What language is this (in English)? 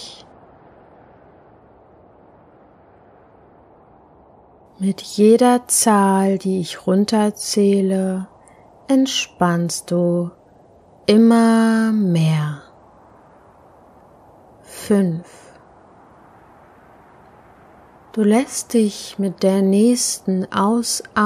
German